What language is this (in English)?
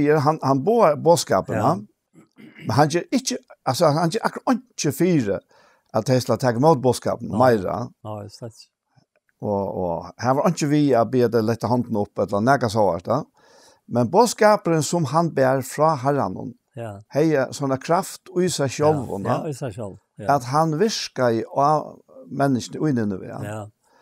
Faroese